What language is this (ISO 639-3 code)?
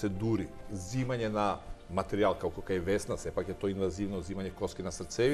mkd